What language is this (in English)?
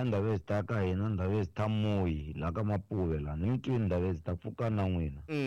Tsonga